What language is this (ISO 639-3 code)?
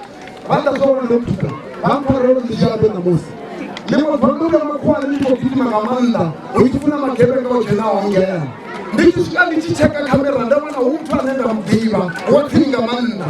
ven